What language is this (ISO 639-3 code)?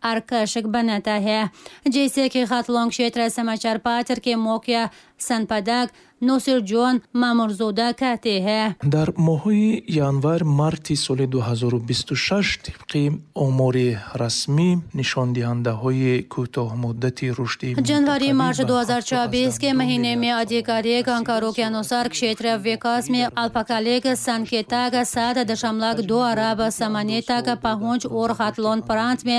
tgk